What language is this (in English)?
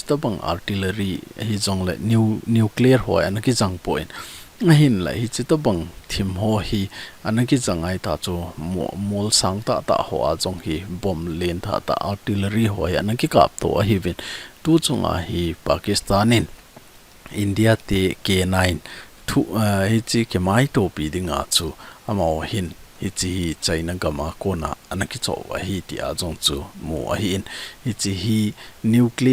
Thado Chin